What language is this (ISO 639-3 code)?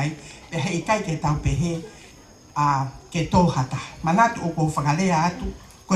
ton